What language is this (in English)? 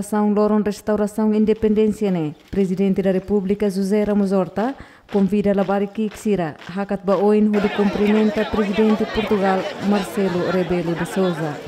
Tetum